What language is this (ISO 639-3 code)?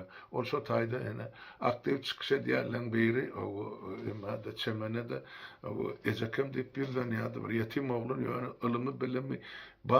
tuk